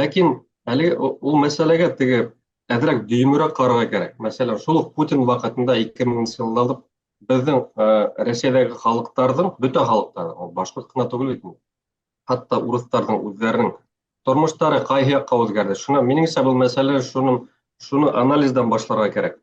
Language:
Bashkir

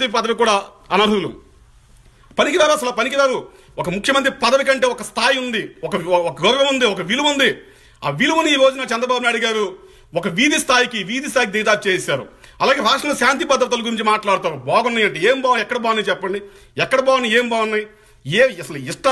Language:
Telugu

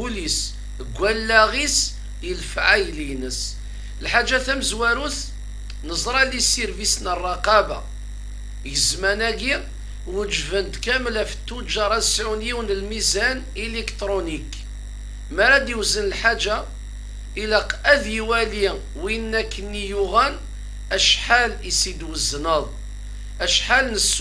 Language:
Kabyle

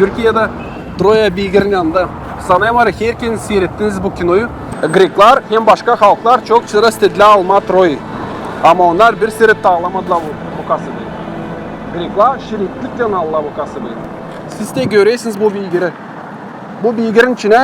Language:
Gagauz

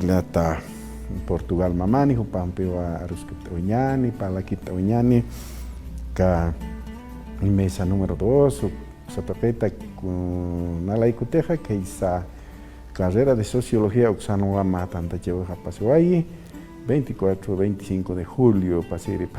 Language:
Aymara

